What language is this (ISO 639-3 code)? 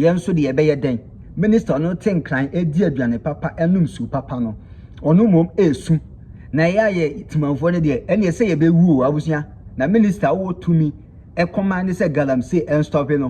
aka